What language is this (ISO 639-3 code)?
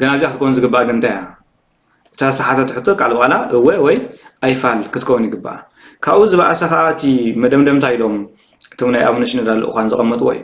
tir